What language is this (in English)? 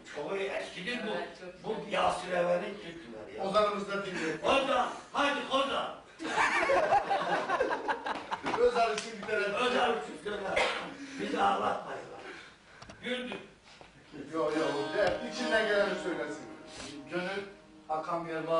Turkish